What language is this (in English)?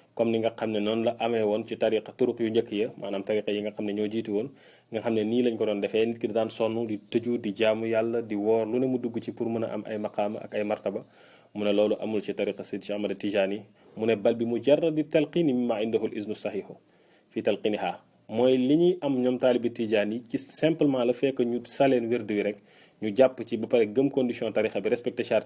Wolof